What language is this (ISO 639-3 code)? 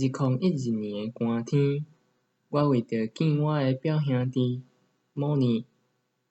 nan